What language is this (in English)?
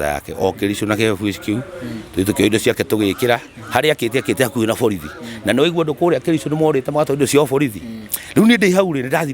Kikuyu